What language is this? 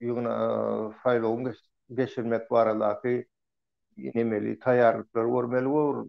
Turkmen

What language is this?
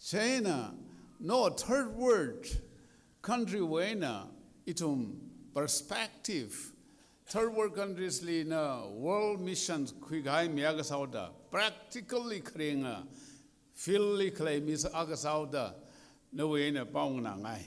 Tangkhul Naga (India)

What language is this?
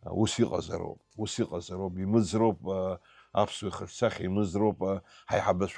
Abkhazian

